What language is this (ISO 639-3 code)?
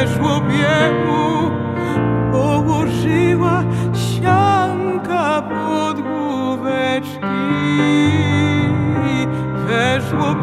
pol